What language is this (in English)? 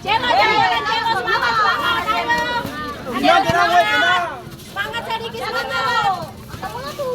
Ambonese Malay